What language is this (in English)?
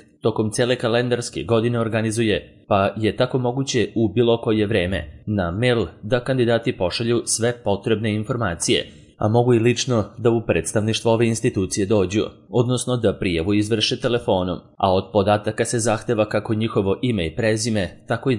Serbian